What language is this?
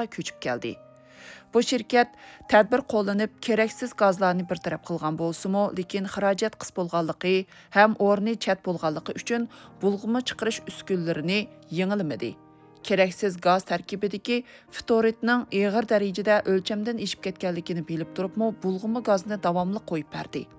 Uyghur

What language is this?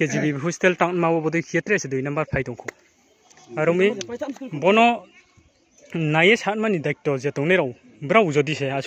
Riang (India)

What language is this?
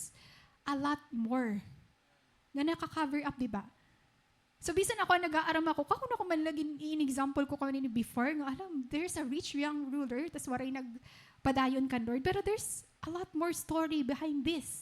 Waray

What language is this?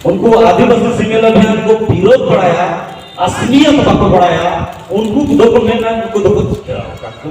Santali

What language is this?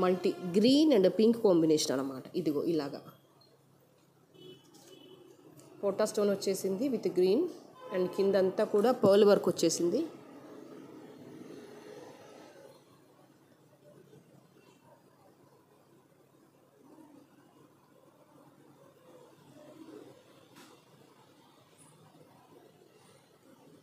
Telugu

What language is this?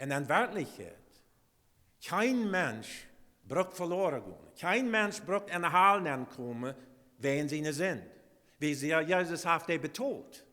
Plautdietsch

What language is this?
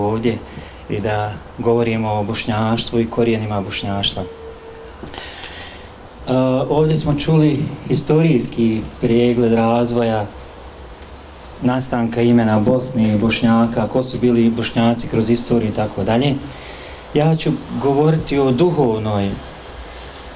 Bosnian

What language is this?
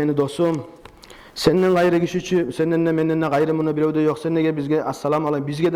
Kumyk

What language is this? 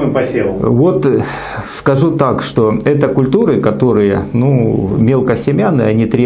Russian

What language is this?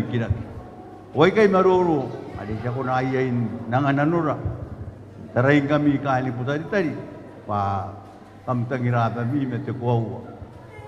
Gilbertese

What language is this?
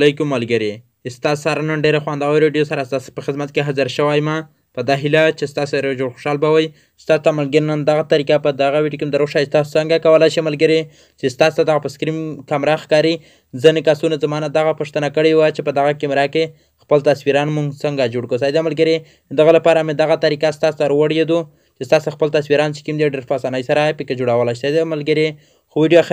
Pashto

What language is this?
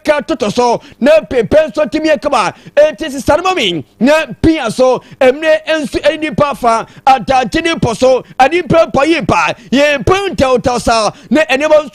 Akan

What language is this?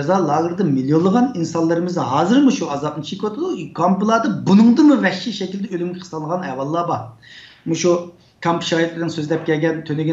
Uyghur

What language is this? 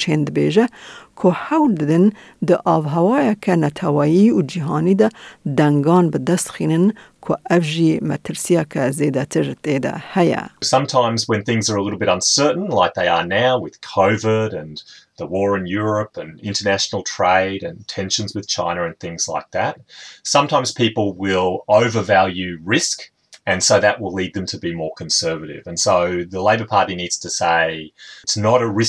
Kurdish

